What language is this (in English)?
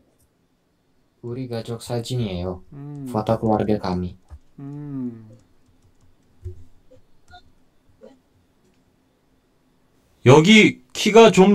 Korean